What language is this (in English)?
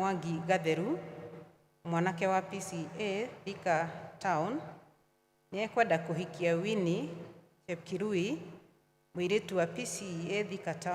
Kikuyu